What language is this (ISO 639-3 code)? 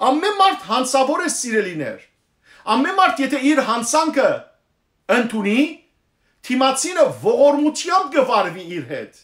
hyw